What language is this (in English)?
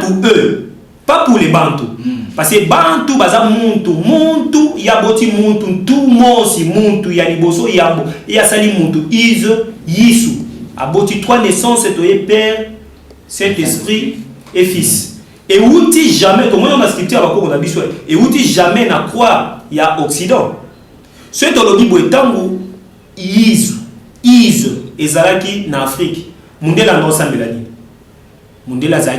Lingala